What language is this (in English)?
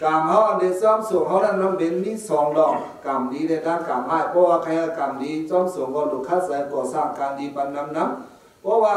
Shan